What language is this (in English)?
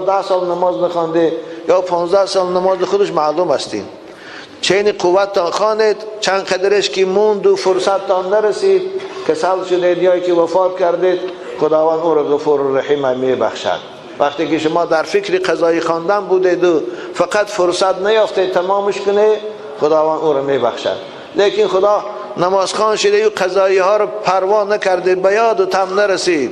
Tajik